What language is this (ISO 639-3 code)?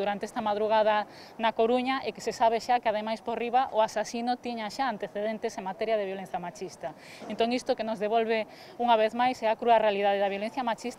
glg